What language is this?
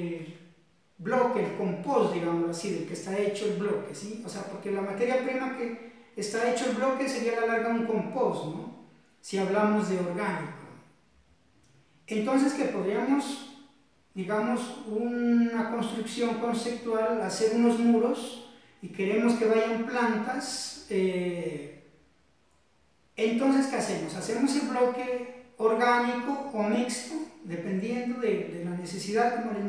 Spanish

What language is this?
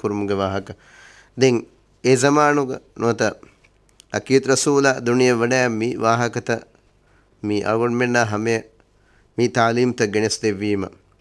Divehi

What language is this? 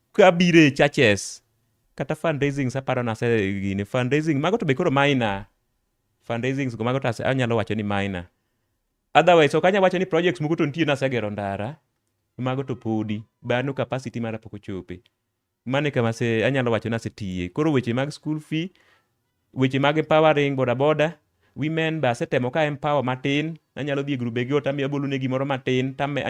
Luo (Kenya and Tanzania)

